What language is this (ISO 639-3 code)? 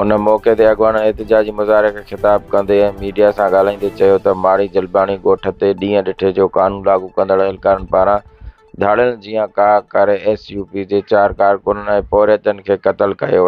snd